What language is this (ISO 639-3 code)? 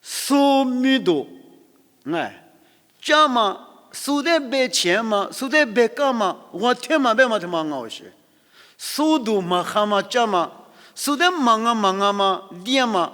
lis